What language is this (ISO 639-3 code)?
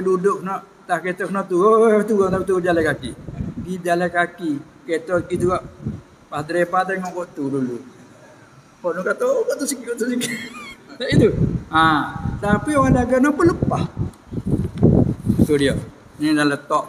msa